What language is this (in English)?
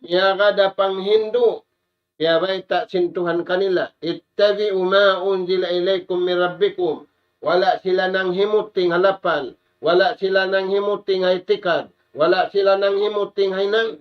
Tausug